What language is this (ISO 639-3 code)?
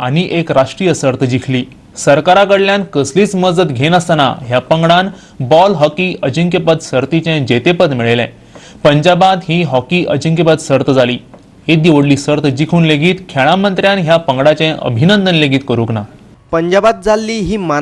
kok